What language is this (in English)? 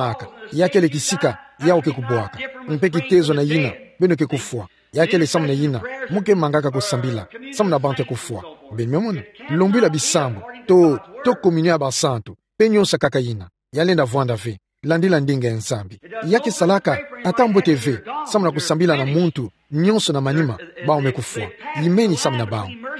Kituba (Democratic Republic of Congo)